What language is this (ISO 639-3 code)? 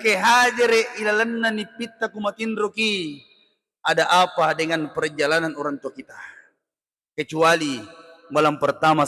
bug